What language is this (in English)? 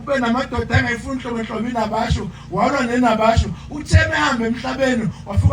Zulu